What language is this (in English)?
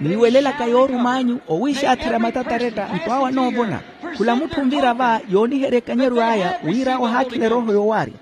Makhuwa